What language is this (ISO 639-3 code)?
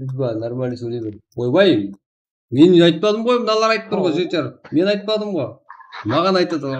kaa